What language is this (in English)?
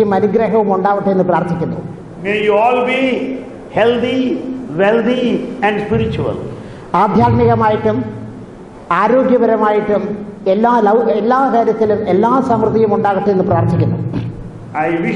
Malayalam